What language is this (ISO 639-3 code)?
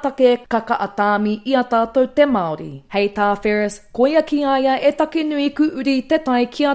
mri